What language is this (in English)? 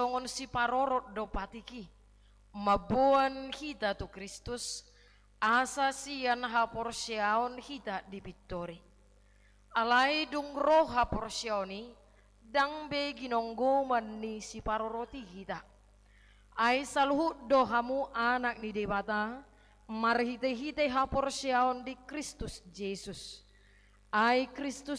Batak Toba